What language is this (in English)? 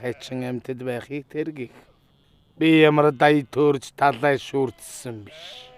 Mongolian